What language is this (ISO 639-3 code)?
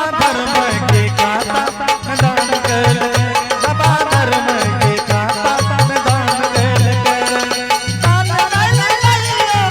anp